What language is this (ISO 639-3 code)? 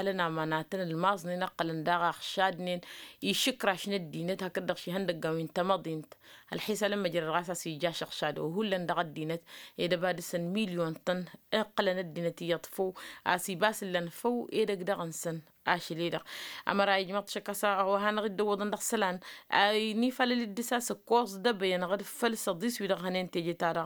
taq